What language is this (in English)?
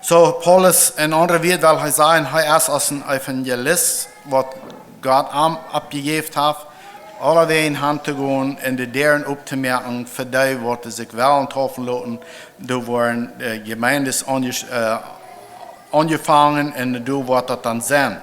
Plautdietsch